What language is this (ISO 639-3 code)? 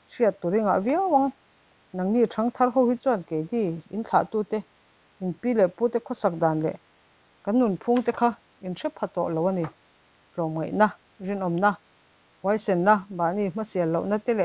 lus